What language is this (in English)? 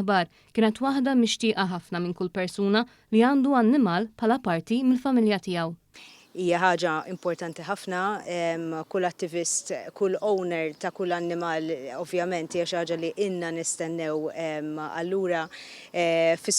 Maltese